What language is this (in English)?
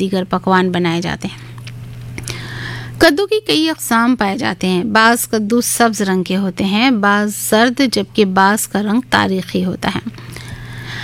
Urdu